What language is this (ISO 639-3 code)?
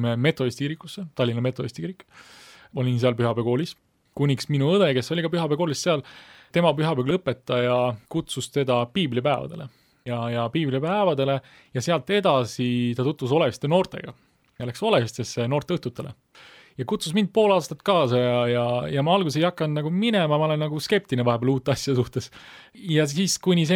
est